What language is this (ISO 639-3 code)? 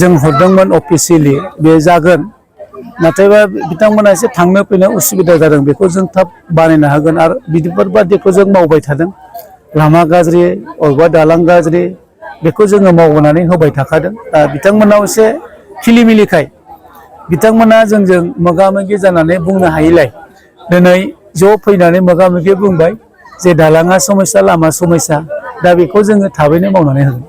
brx